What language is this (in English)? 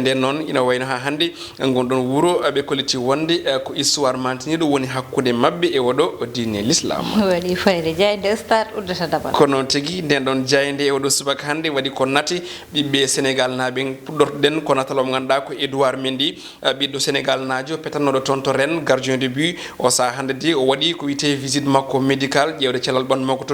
Fula